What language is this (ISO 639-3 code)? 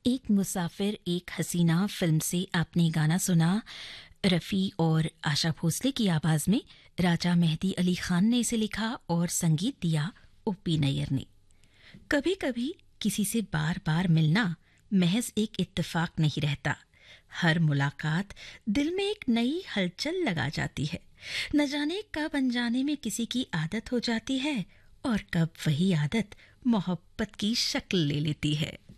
hin